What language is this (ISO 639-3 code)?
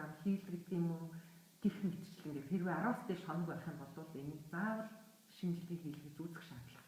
mon